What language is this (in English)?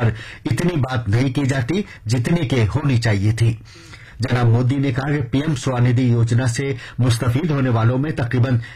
Urdu